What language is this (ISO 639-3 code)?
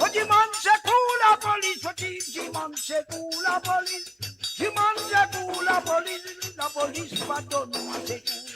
mfe